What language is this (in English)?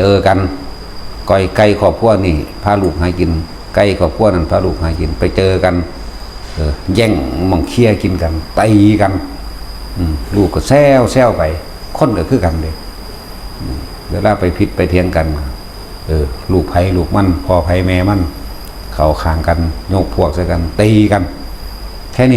Northeastern Thai